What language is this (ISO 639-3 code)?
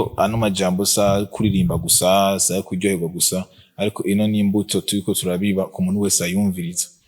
run